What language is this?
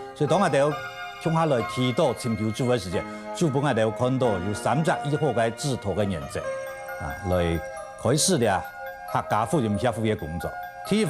Hakka Chinese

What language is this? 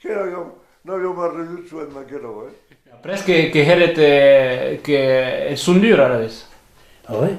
Occitan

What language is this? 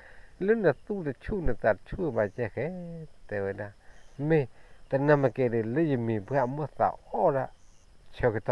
S'gaw Karen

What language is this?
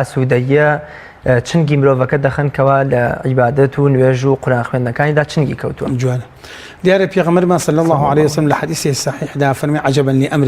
Central Kurdish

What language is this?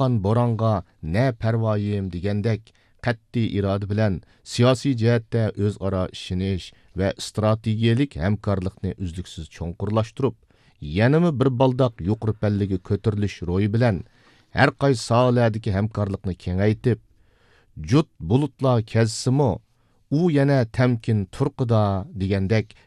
Uyghur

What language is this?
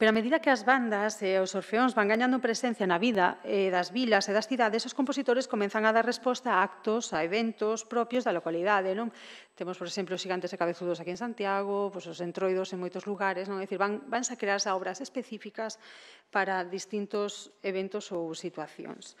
Galician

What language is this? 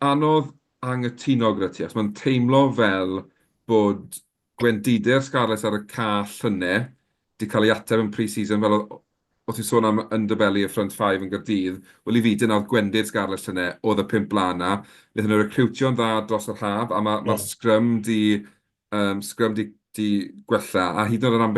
Welsh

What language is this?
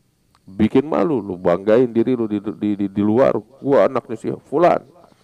Indonesian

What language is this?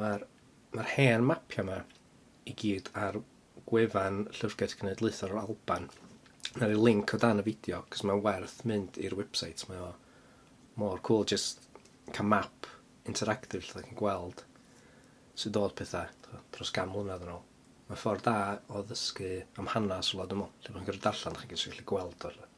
Welsh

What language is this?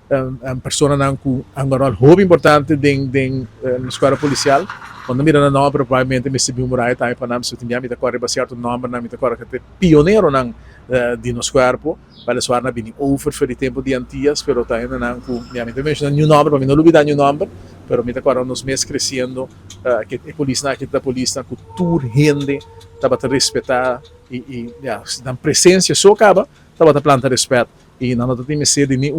Papiamento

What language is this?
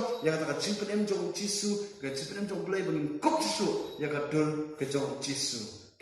Khasi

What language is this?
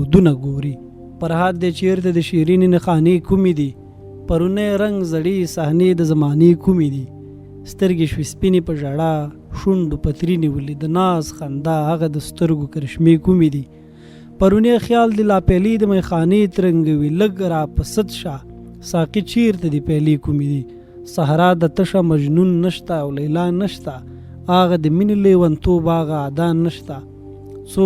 Pashto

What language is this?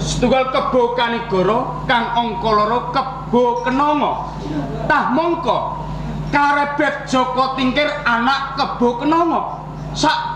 Javanese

